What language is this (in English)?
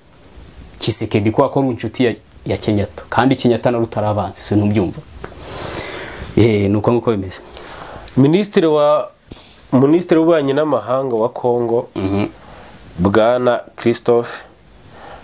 Kinyarwanda